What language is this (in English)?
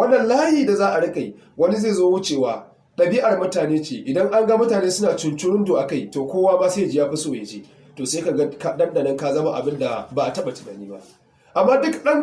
Hausa